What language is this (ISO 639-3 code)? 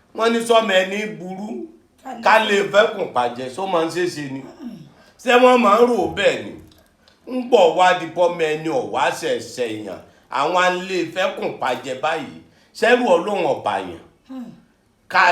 yor